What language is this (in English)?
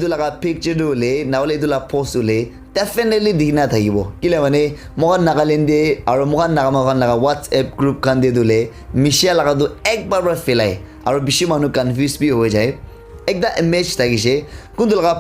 Naga Pidgin